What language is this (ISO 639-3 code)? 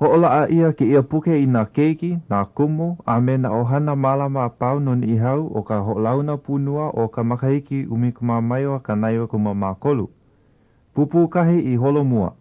haw